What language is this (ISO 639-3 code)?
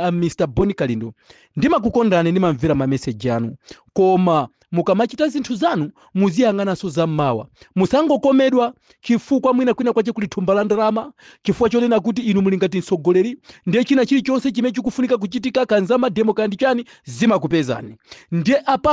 nya